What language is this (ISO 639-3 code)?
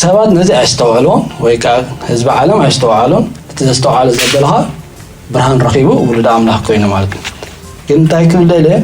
tir